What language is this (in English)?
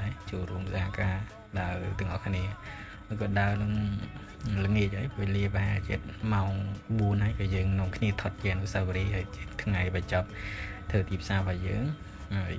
Khmer